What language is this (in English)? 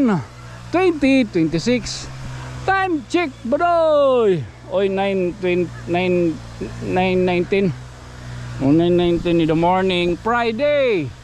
Waray